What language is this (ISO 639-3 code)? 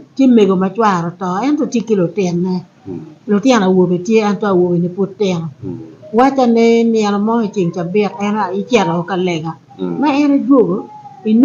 ach